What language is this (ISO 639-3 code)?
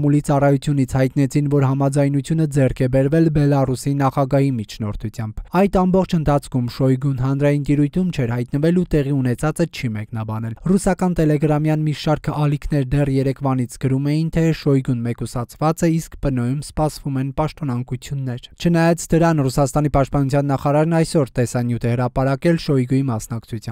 hye